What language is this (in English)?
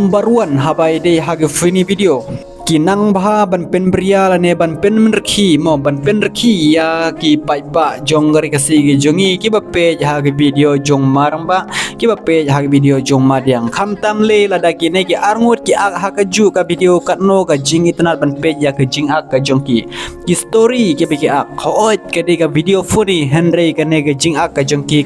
Khasi